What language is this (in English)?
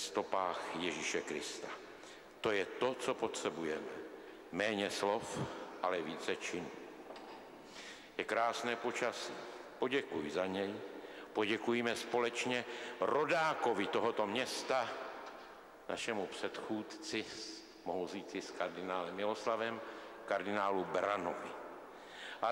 Czech